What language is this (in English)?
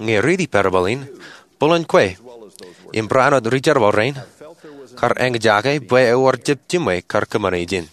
Marshallese